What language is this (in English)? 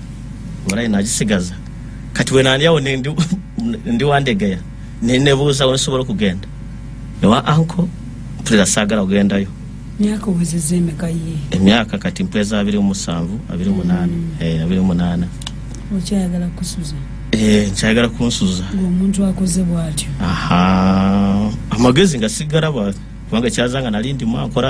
Ganda